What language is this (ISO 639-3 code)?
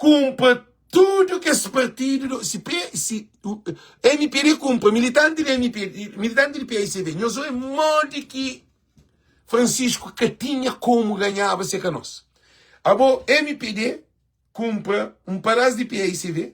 kea